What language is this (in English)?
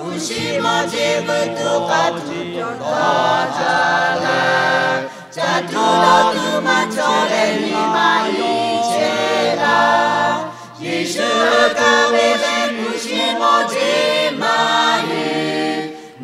Lahu